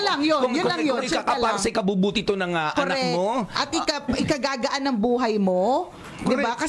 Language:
Filipino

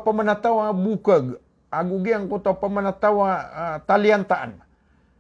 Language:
Maranao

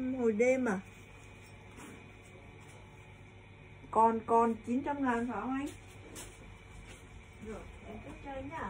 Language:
Vietnamese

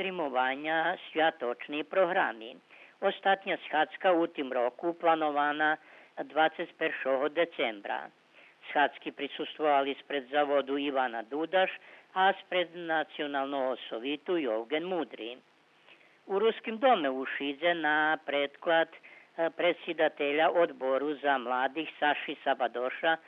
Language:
Rusyn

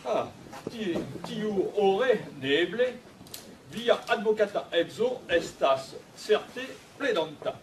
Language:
Esperanto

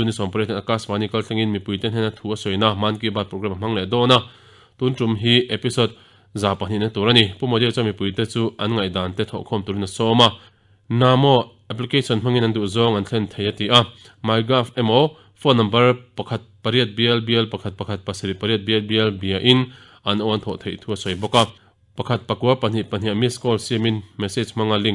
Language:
Mizo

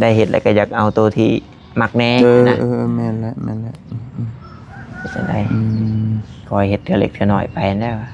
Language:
Northeastern Thai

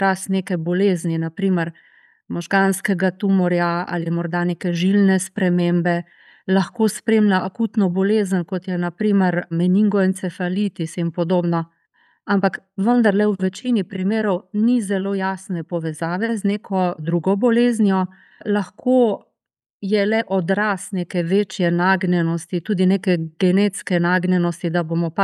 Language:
Slovenian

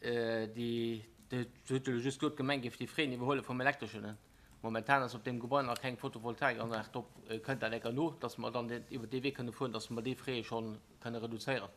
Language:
Luxembourgish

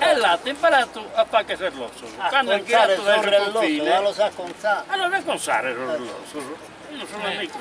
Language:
Sardinian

